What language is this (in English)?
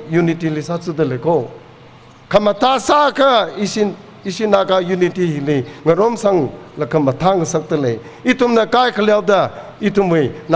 Tangkhul Naga (India)